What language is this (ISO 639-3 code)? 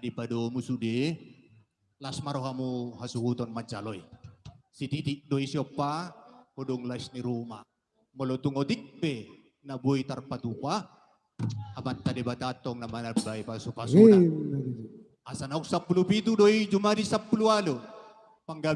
bbc